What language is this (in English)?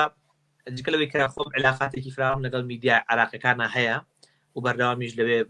Central Kurdish